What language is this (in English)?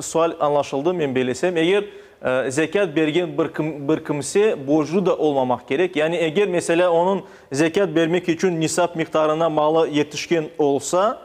Crimean Tatar